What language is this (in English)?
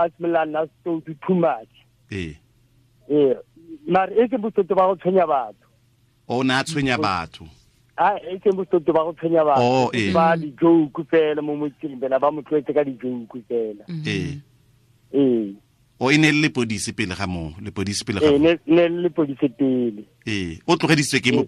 Tswana